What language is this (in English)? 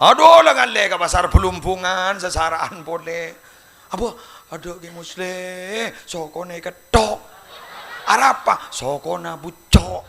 Madurese